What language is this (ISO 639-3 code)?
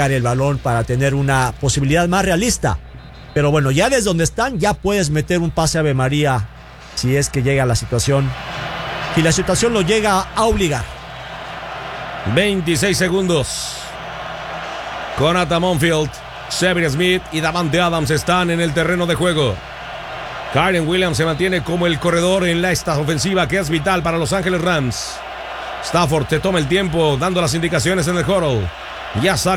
spa